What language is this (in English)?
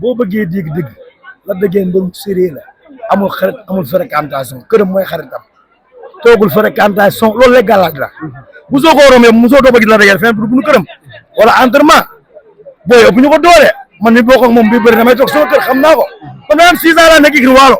Wolof